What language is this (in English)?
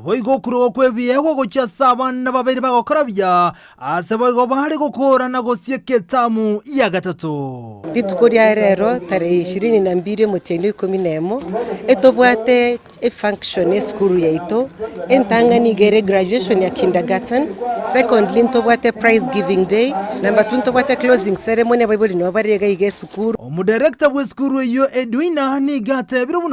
Gusii